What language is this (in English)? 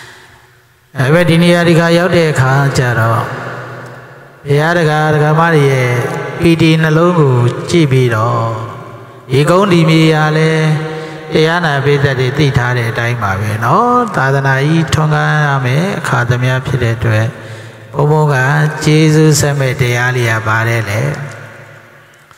Burmese